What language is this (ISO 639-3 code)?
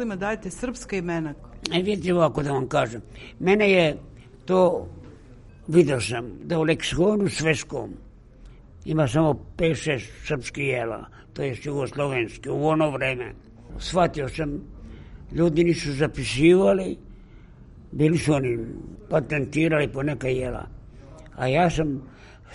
srp